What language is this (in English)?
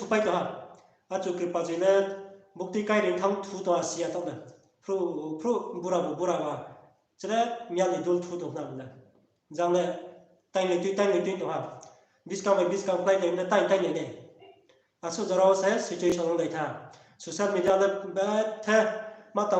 Riang (India)